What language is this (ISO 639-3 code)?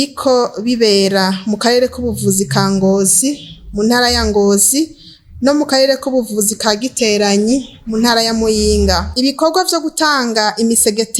run